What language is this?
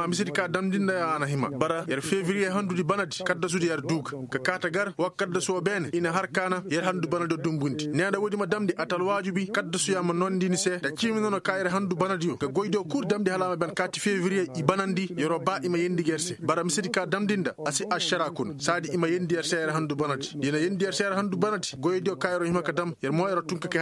Koyraboro Senni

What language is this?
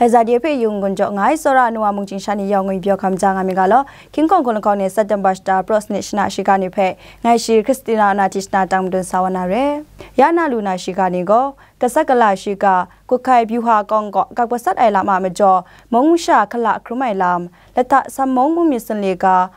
Kachin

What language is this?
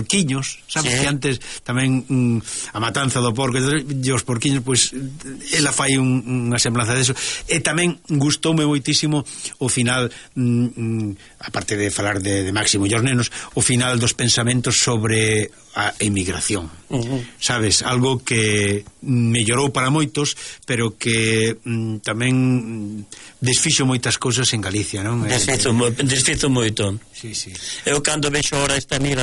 Galician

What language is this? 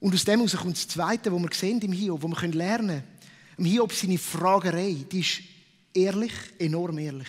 Swiss German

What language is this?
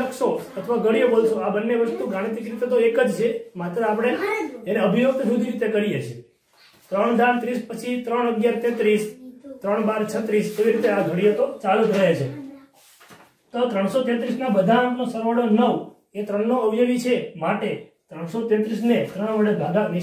Gujarati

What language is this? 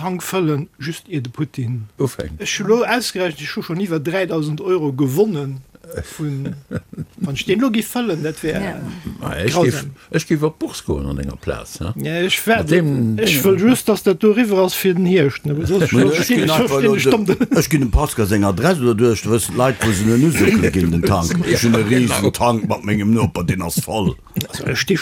Luxembourgish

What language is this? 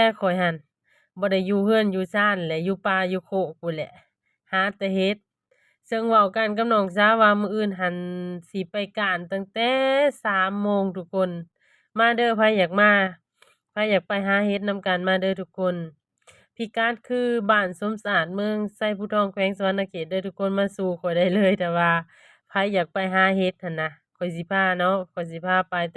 Lao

